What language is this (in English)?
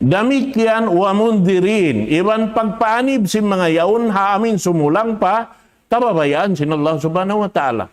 Tausug